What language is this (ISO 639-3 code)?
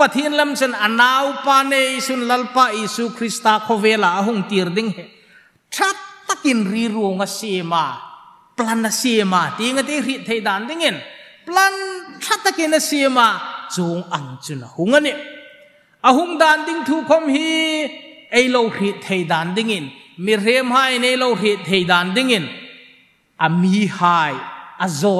hmr